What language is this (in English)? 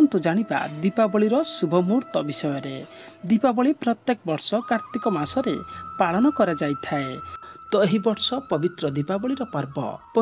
Odia